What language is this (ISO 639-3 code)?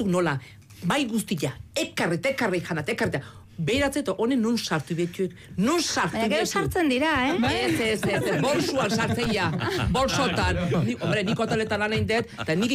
eus